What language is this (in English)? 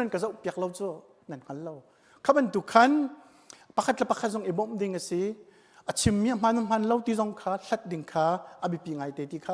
Hakha Chin